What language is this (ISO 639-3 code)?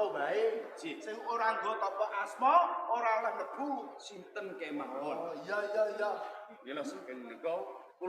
jav